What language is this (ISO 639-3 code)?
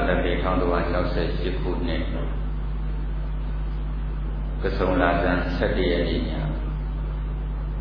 mya